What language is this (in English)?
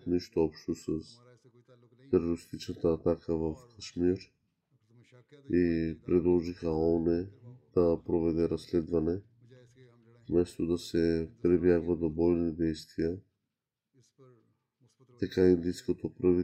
Bulgarian